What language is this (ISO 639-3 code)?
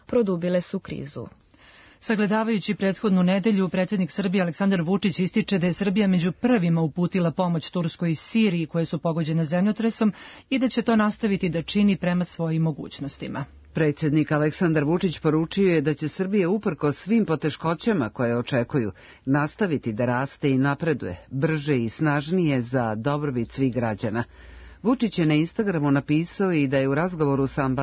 srp